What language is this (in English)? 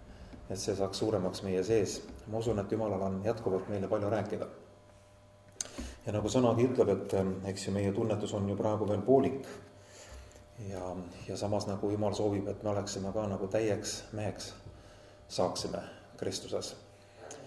Estonian